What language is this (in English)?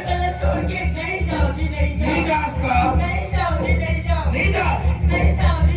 Chhattisgarhi